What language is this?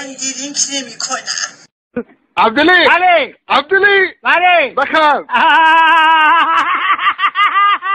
Persian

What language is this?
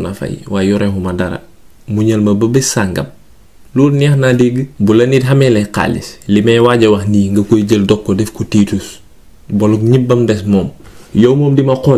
Wolof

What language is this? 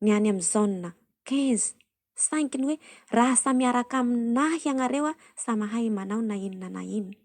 Malagasy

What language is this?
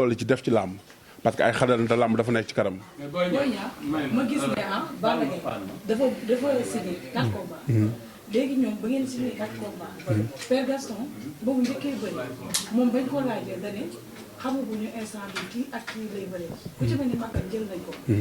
Wolof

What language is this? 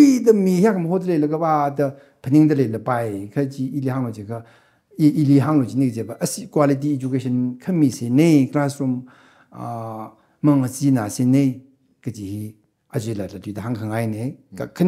Tangkhul Naga (India)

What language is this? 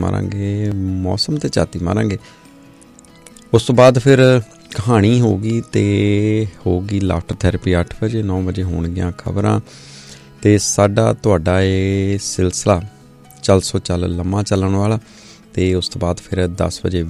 Punjabi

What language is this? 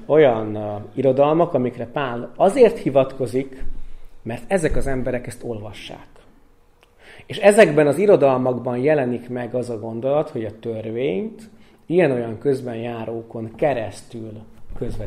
Hungarian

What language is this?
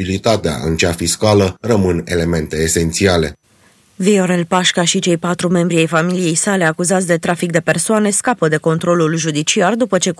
Romanian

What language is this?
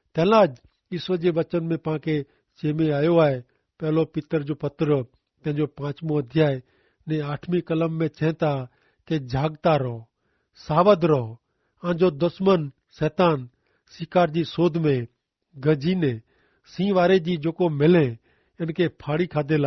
Kachhi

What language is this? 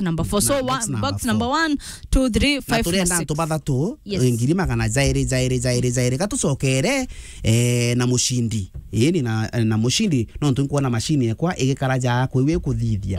Meru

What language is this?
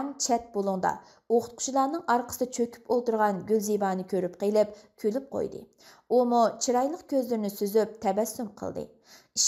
Uyghur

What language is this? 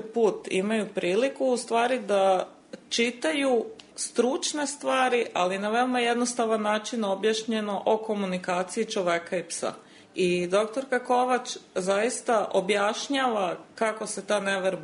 Serbian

